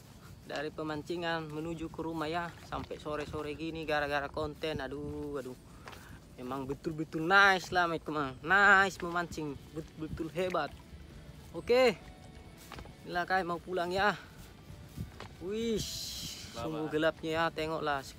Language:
Indonesian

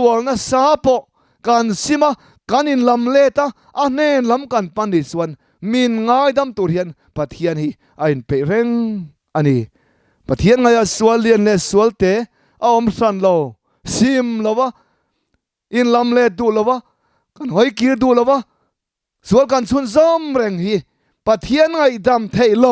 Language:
Mizo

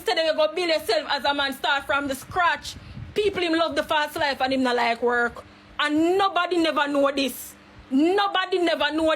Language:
Jamaican Creole English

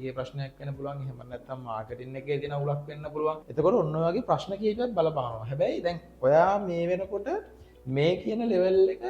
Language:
Sinhala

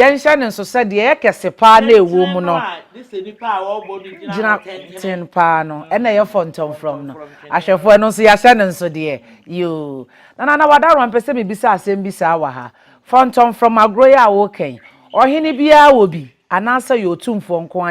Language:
Akan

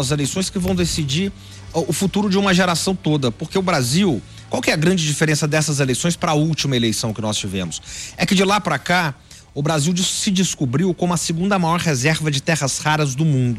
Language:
Portuguese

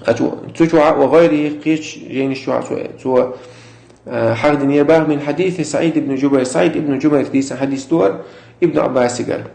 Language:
Chechen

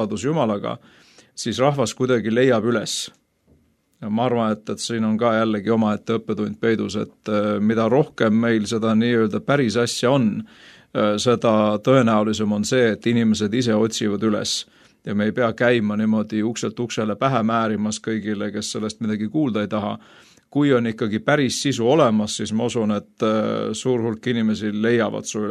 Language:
Estonian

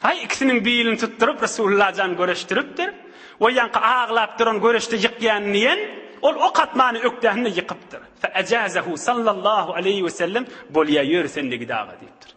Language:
Turkmen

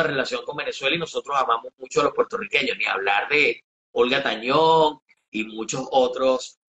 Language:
Spanish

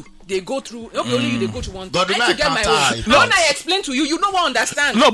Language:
Nigerian Pidgin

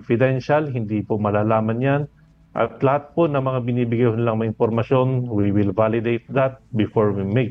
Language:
Filipino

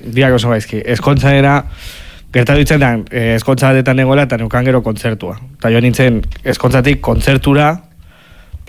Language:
Basque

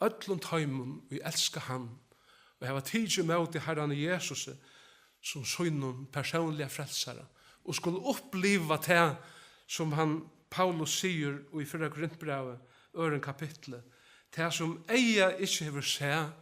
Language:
Faroese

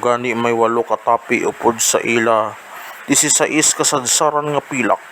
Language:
Hiligaynon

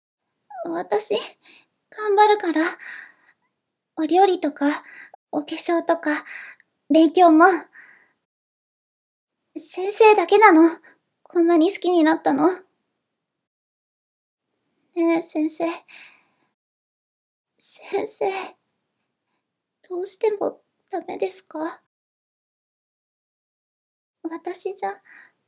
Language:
Japanese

